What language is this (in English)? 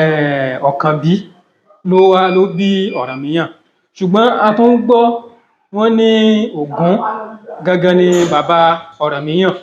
Yoruba